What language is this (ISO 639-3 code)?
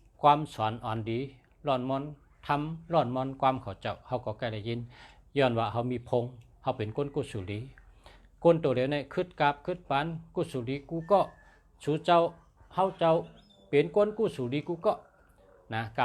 shn